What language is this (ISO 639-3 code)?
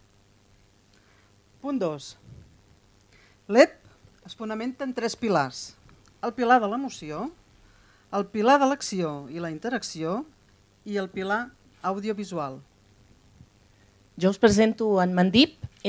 cat